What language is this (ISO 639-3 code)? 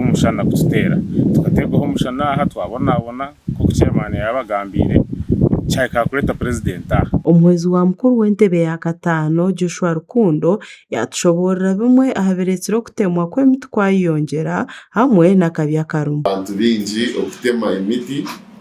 nyn